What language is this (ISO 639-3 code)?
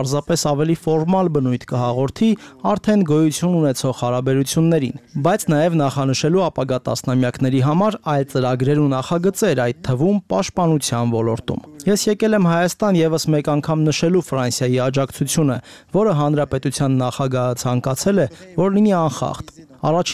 hye